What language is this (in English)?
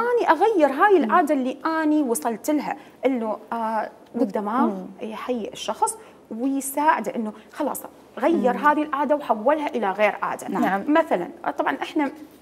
Mesopotamian Arabic